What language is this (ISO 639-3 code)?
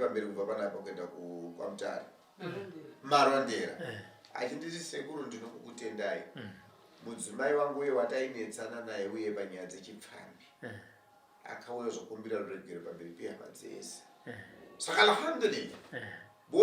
sna